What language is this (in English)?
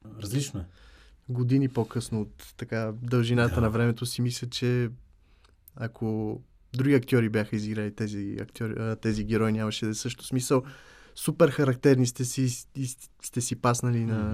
Bulgarian